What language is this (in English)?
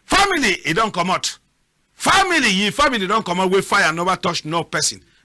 Cameroon Pidgin